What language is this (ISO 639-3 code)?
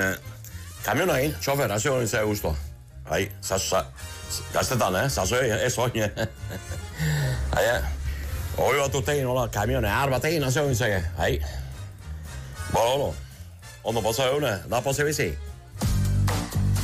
eus